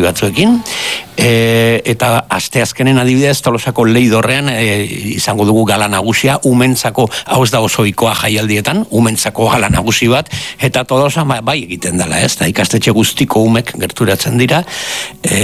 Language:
Basque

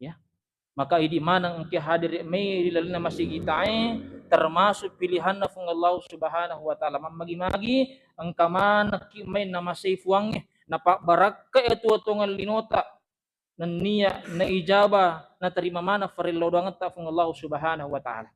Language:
Buginese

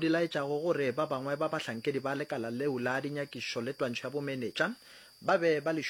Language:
Northern Sotho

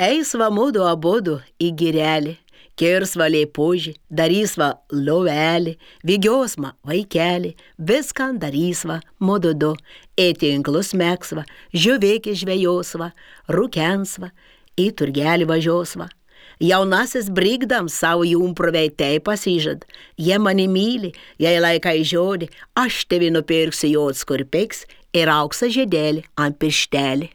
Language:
Lithuanian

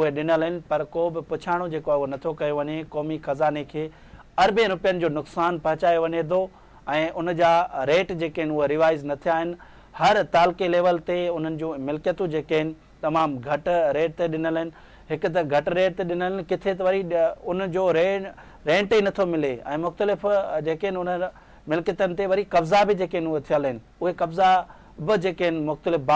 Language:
Sindhi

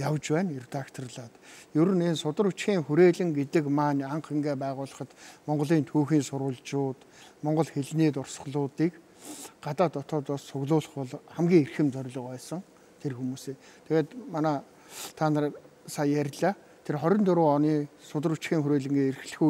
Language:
Mongolian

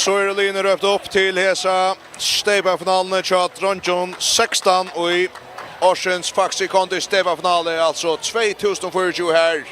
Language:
Faroese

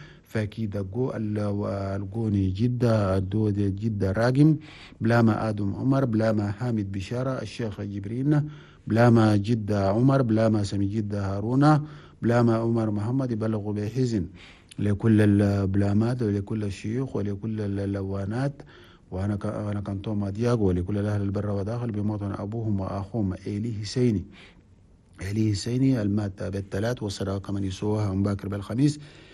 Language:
Chadian Arabic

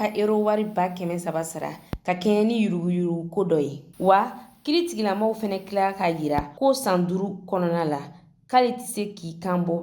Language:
Bambara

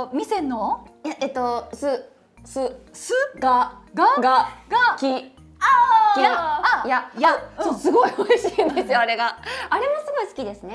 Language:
Japanese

